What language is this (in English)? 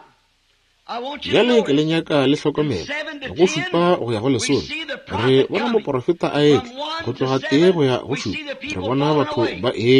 Northern Sotho